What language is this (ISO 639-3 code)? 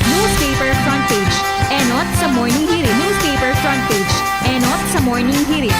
bik